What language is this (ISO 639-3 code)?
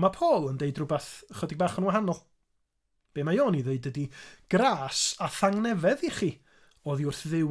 cym